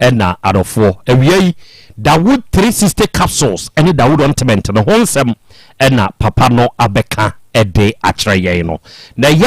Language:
Akan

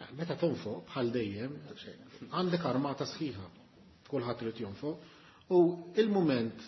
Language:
Maltese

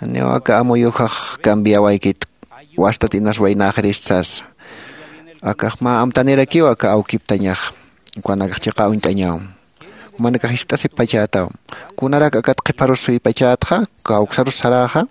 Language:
Aymara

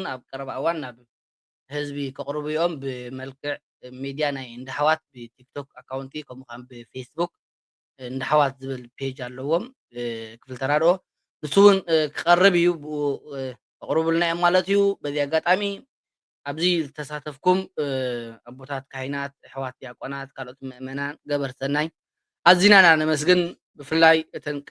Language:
Tigrinya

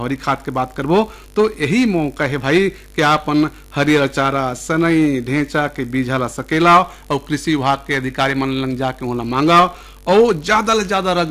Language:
Chhattisgarhi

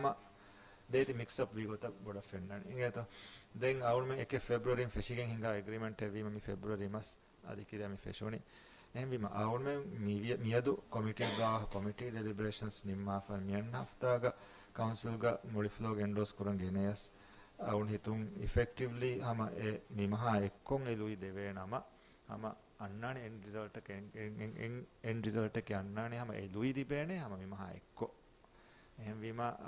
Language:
Divehi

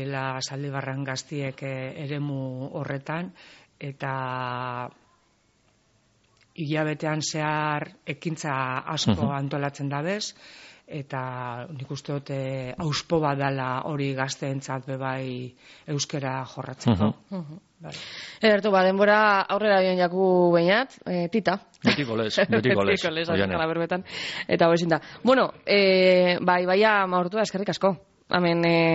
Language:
Basque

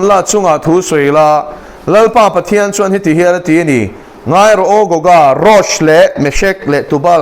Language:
Mizo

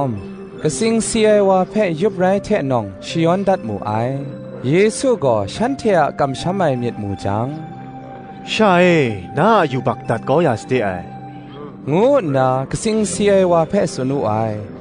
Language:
Kachin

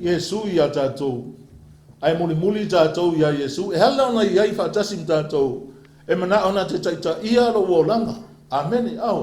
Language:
Samoan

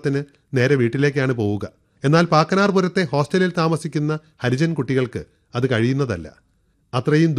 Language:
Malayalam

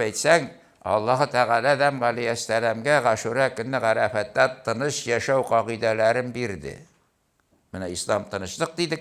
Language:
Tatar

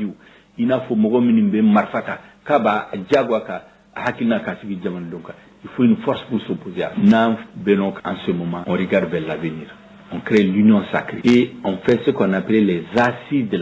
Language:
Bambara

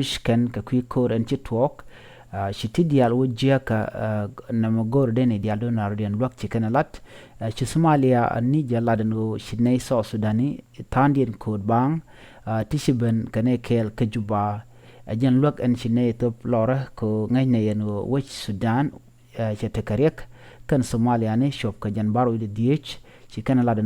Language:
Nuer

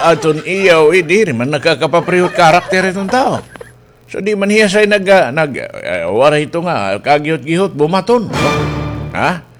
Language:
Waray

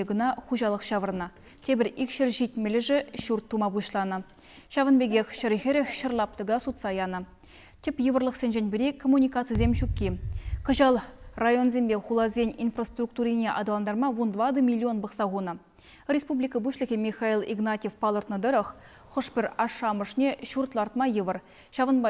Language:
Chuvash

